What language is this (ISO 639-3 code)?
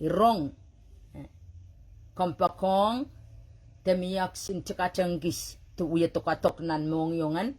pon